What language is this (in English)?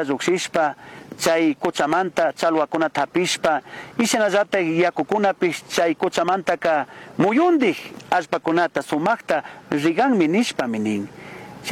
Chimborazo Highland Quichua